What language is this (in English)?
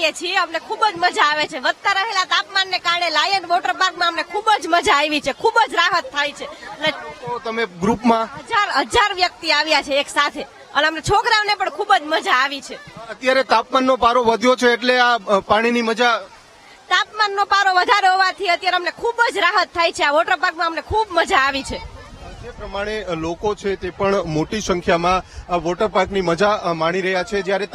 Gujarati